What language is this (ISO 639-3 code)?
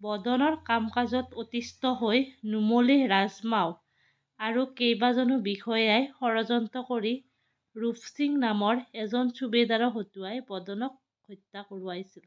asm